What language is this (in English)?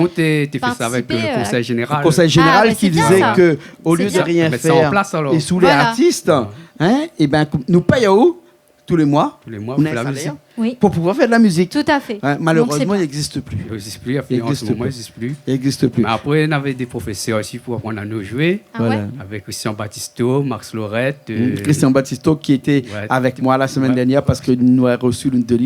Réunion Creole French